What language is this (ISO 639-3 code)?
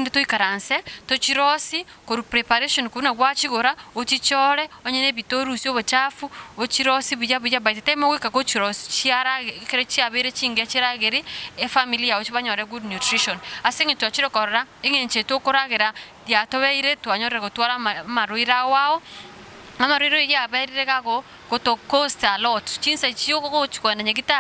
guz